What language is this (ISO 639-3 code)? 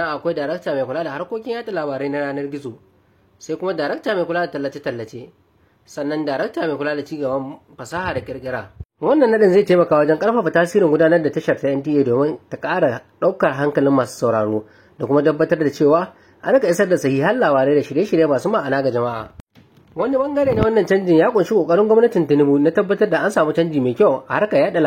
hau